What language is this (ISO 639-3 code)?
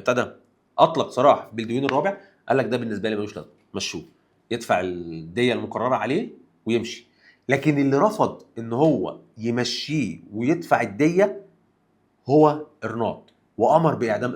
arz